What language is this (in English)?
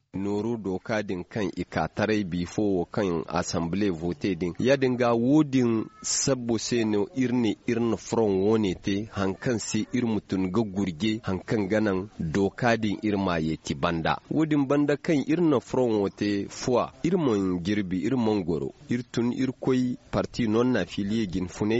Zarma